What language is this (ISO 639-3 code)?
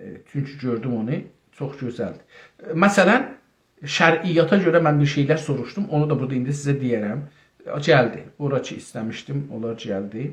azb